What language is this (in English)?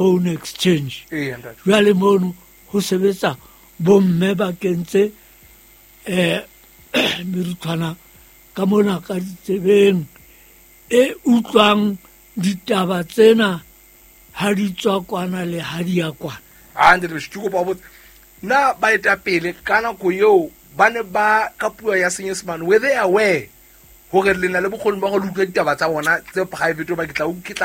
Southern Sotho